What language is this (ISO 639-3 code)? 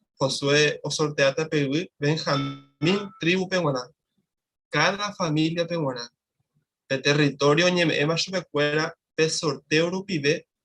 grn